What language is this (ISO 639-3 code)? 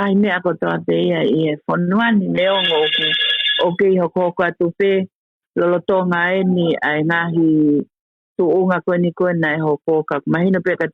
ton